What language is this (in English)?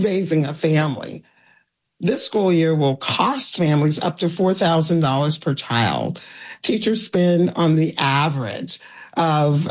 English